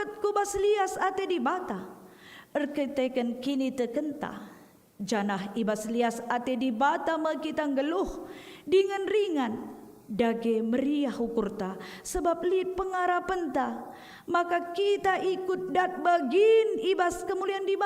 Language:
Batak Karo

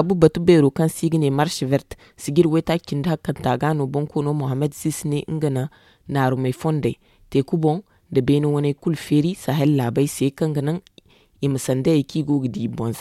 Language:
Zarma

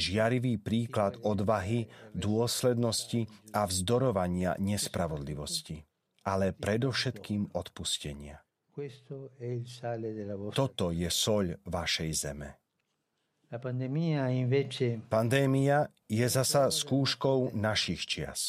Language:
Slovak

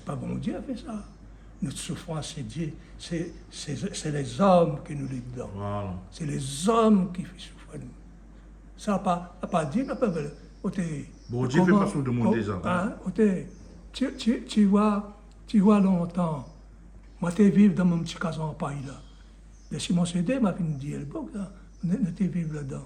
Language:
Réunion Creole French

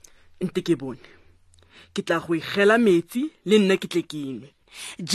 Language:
Tswana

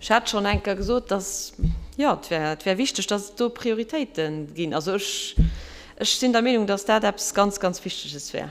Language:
Luxembourgish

